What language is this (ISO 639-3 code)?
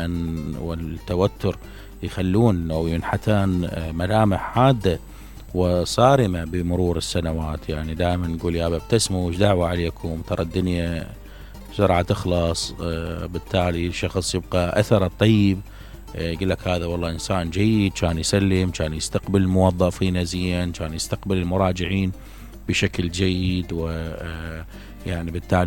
acm